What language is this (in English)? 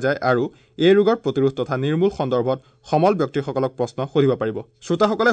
Assamese